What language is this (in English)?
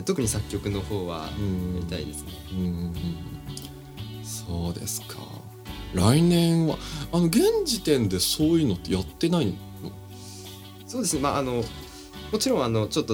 Japanese